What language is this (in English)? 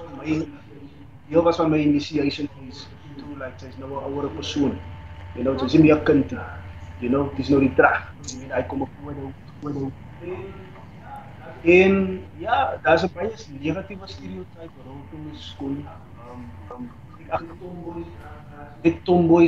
Afrikaans